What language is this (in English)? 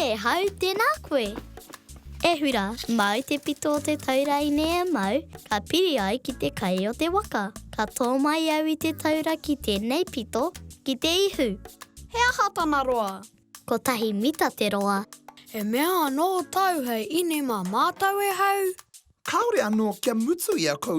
Māori